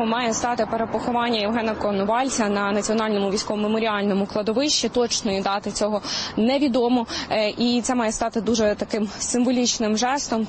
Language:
Ukrainian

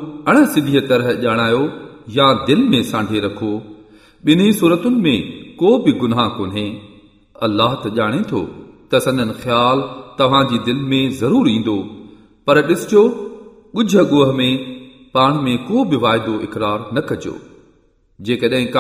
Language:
Sindhi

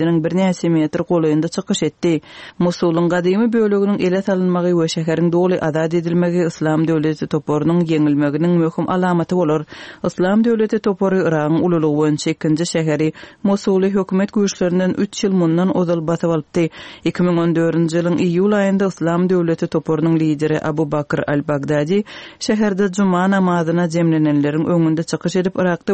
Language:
Turkmen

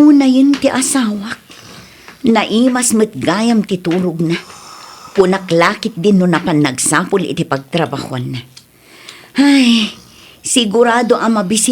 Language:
Iloko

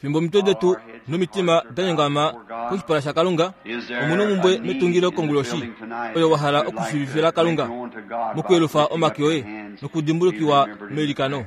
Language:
Kuanyama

